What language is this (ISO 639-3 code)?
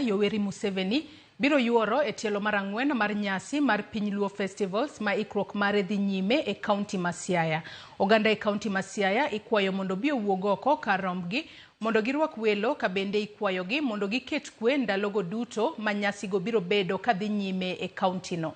luo